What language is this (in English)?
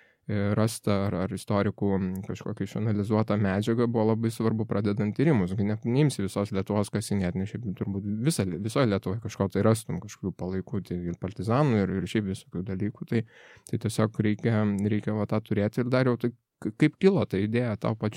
Lithuanian